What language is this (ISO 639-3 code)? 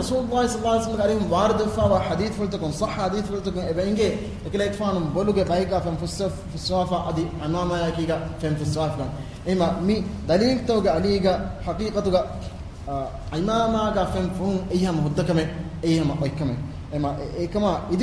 div